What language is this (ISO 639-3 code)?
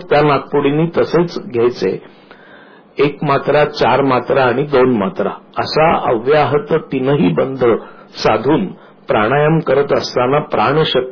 mar